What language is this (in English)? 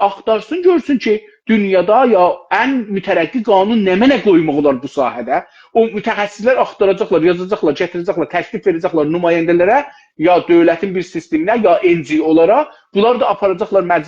South Azerbaijani